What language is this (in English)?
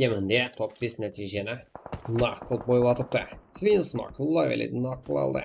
Kara-Kalpak